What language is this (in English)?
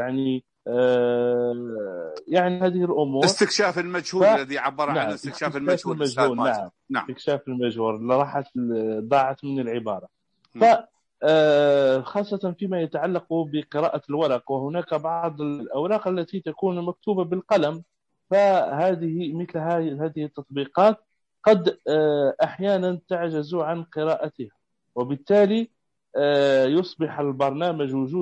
Najdi Arabic